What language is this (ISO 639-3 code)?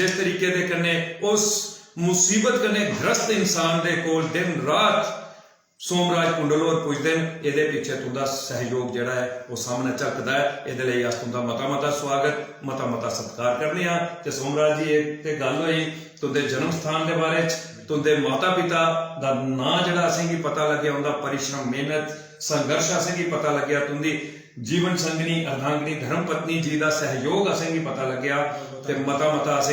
doi